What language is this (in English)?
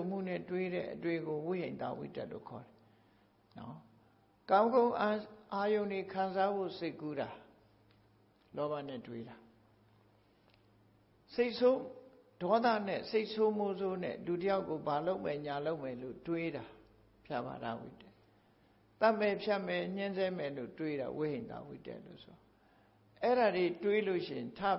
Burmese